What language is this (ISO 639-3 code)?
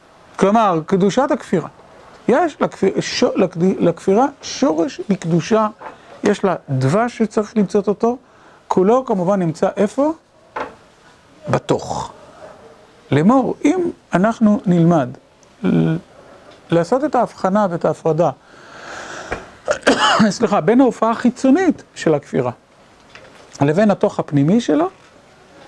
heb